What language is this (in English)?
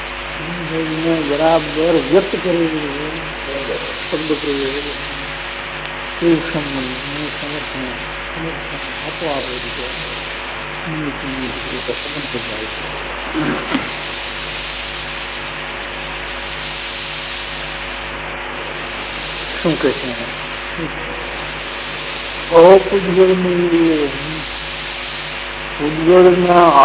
Gujarati